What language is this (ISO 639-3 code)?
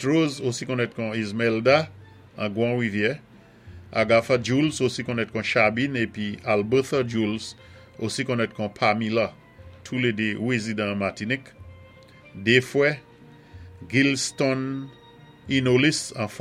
acf